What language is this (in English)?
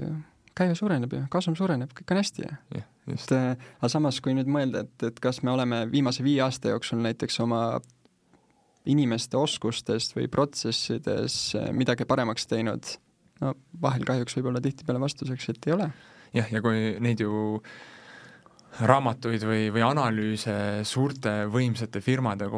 Estonian